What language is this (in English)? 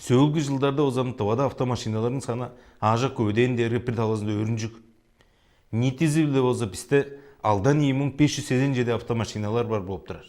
Tuvinian